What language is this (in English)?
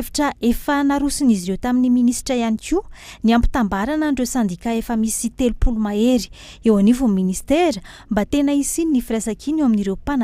Malagasy